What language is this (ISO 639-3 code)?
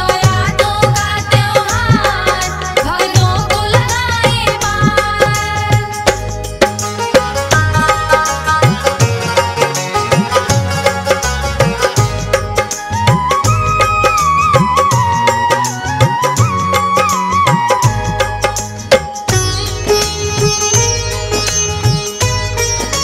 hin